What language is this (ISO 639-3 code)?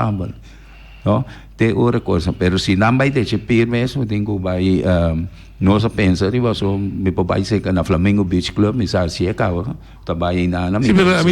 pap